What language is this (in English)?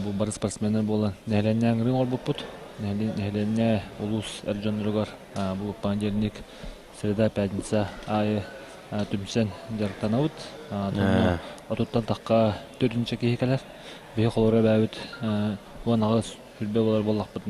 Yakut